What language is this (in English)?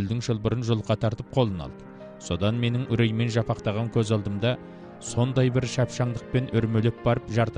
Kazakh